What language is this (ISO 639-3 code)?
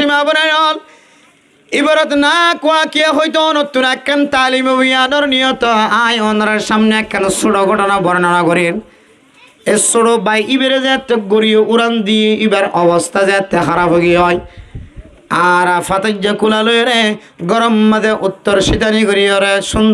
rhg